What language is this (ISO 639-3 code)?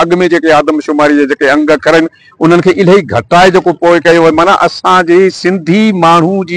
snd